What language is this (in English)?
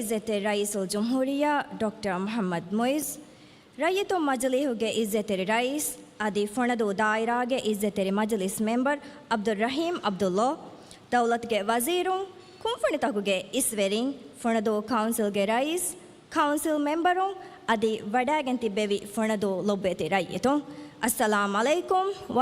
Divehi